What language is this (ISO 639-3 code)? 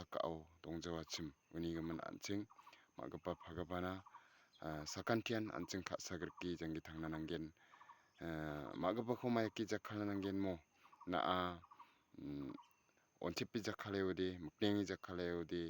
grt